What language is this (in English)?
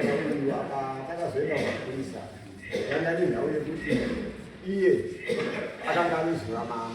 Shona